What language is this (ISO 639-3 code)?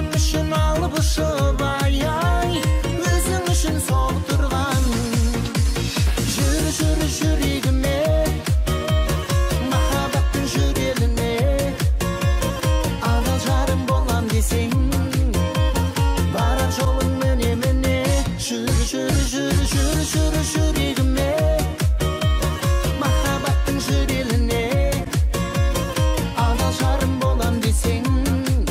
kaz